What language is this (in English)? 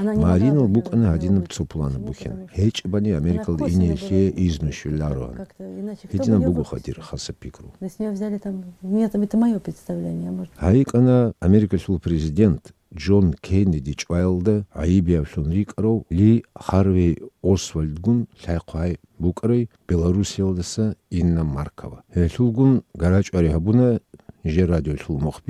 Avaric